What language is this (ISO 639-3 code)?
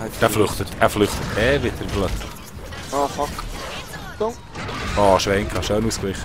gsw